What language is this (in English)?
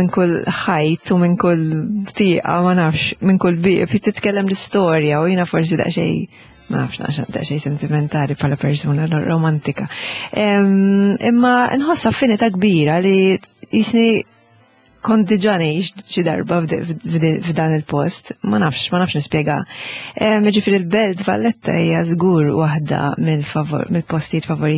Maltese